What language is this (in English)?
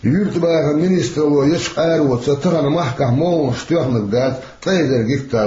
Chechen